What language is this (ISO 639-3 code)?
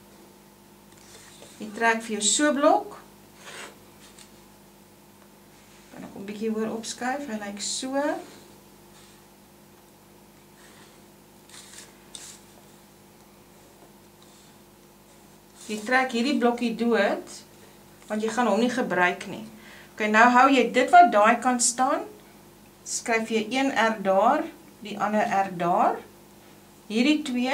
afr